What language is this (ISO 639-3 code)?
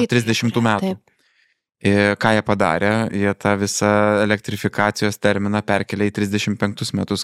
lit